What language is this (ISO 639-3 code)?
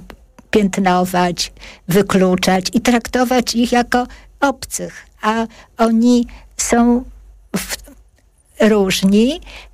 pol